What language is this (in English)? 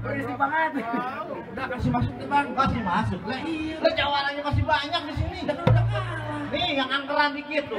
Betawi